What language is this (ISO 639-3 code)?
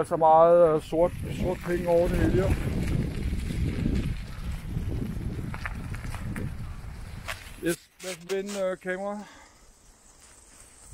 dan